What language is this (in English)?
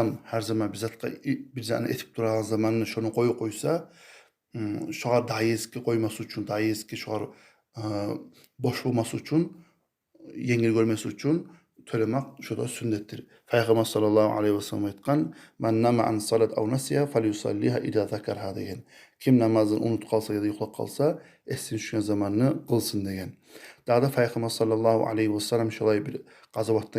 Kumyk